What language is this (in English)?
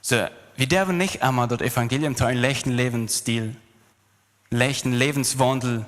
Plautdietsch